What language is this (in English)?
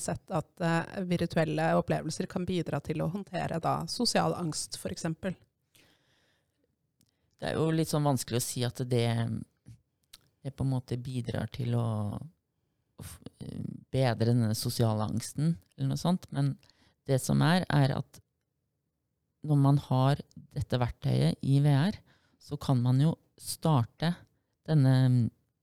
Norwegian